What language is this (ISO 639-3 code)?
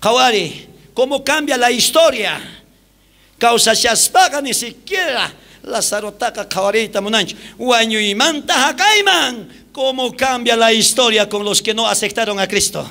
quh